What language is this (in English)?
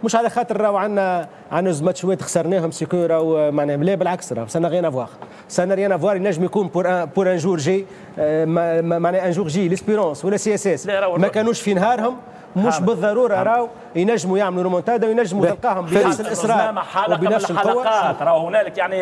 Tunisian Arabic